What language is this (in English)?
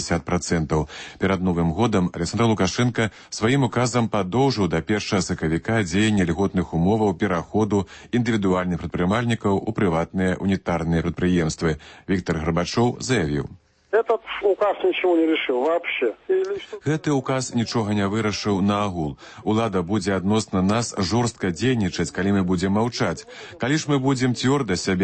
Belarusian